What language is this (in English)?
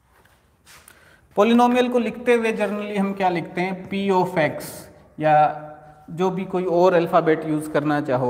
Hindi